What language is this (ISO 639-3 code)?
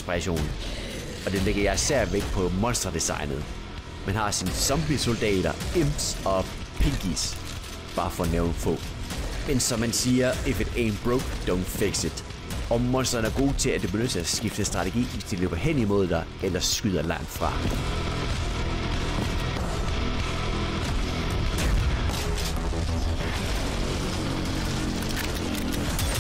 dan